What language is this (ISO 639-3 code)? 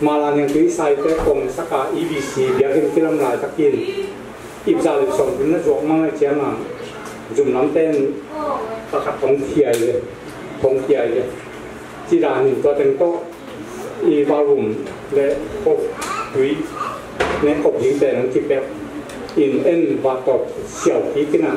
ctd